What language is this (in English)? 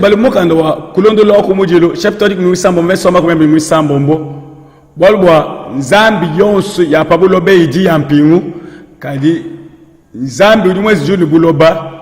Luba-Lulua